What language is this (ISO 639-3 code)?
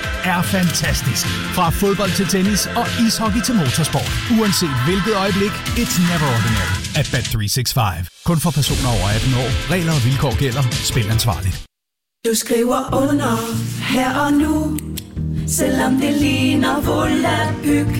dan